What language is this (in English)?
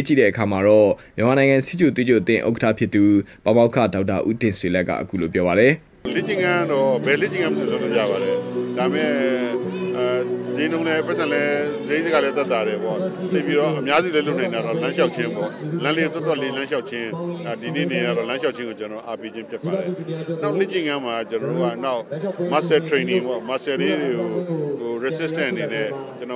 Burmese